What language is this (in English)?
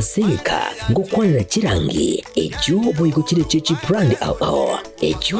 Gusii